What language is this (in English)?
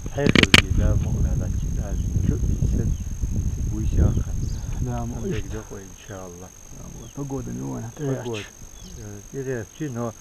Chechen